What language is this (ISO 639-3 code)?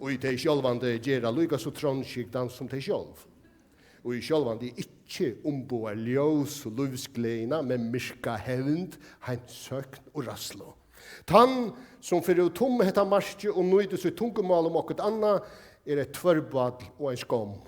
fao